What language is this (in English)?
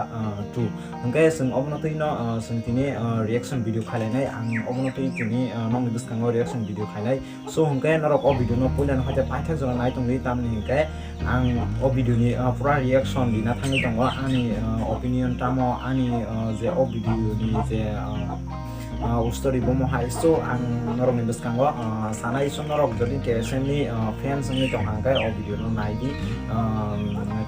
Kok Borok